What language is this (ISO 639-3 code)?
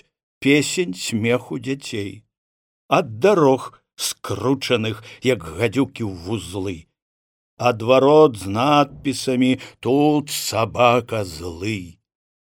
bel